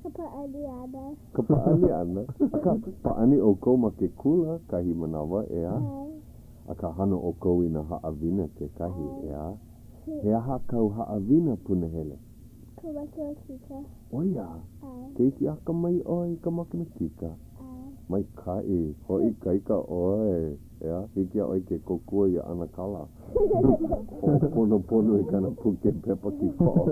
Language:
Hawaiian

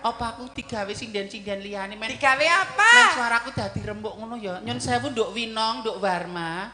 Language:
Javanese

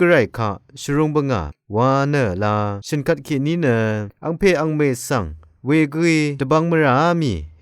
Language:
Rawang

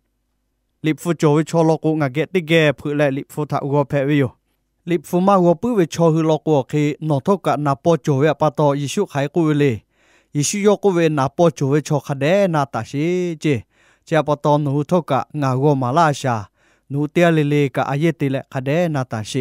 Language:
Lahu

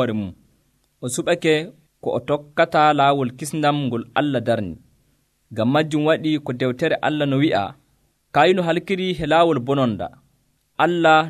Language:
Nigerian Fulfulde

